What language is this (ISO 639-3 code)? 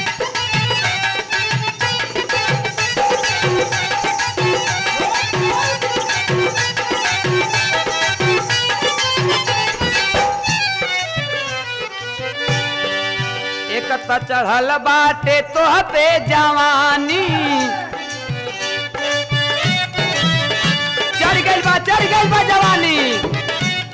bho